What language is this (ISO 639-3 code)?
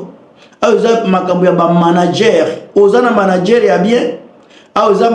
lin